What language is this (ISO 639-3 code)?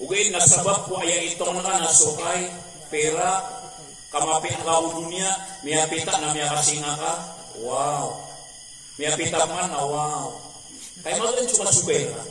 mrw